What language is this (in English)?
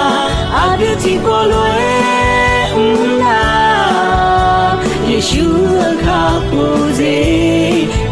Akha